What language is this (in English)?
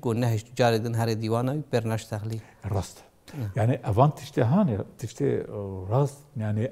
Kurdish